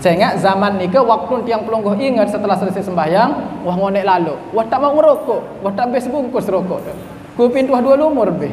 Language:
Sasak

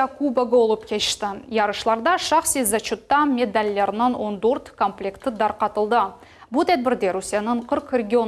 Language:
Crimean Tatar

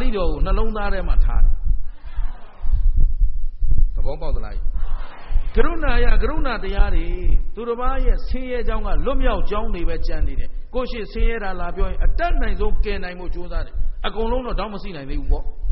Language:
Burmese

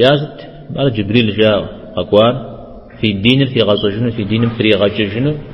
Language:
Kabardian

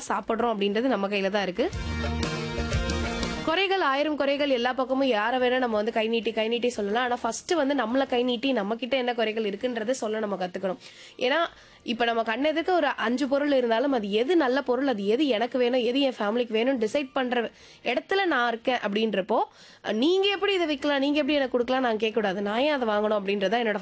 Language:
Tamil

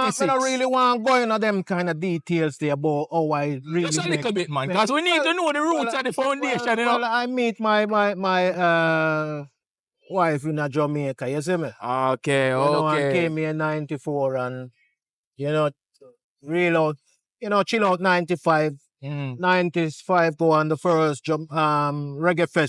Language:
Jamaican Creole English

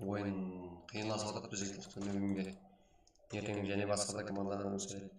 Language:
Kara-Kalpak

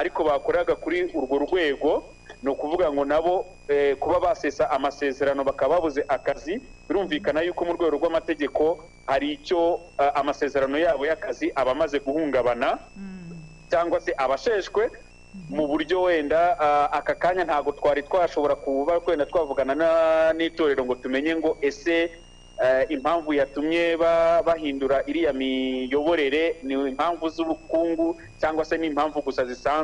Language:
Kinyarwanda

